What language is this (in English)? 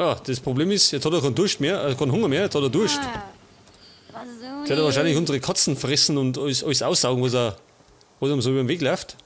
Bavarian